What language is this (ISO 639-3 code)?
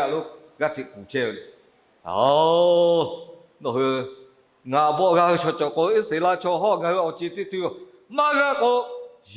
lhu